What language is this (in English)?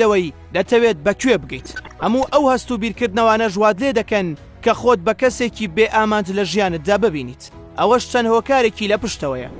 Central Kurdish